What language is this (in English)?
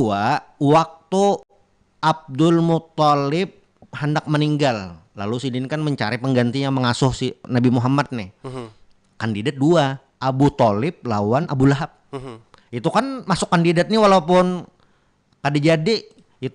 Banjar